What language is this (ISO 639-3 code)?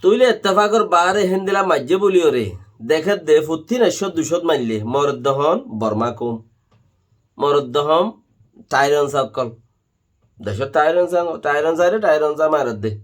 rhg